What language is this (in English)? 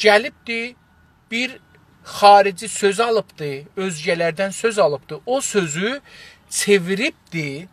South Azerbaijani